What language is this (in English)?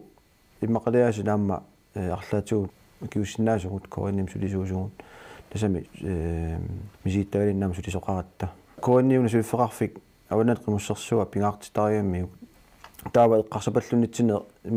Kalaallisut